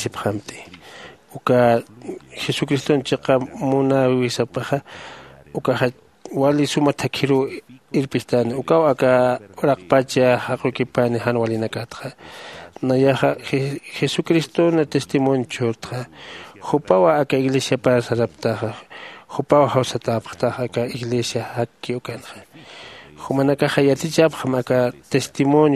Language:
Aymara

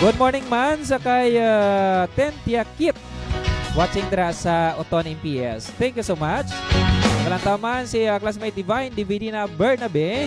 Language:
Hiligaynon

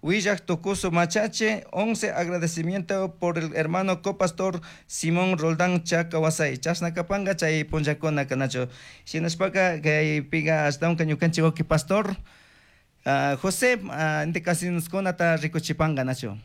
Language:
Chimborazo Highland Quichua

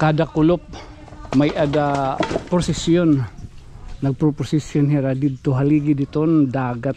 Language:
Waray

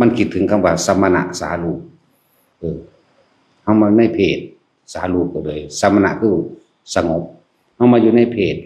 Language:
Lao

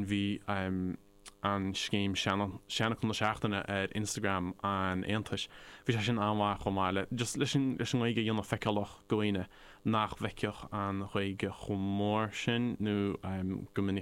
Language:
Irish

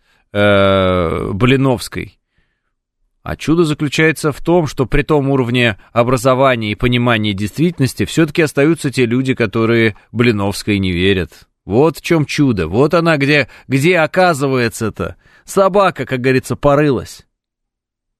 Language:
Russian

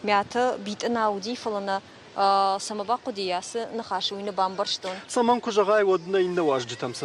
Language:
Ossetic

